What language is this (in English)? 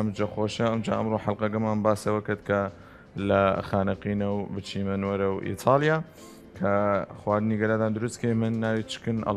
Southern Kurdish